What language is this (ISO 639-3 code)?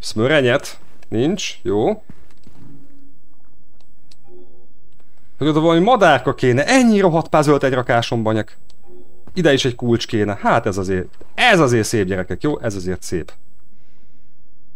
hun